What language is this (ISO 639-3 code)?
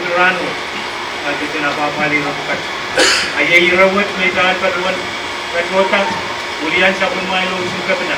pon